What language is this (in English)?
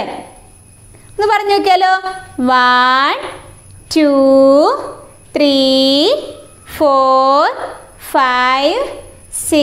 Malayalam